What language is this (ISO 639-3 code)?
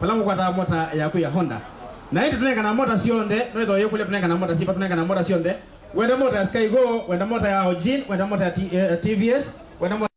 kam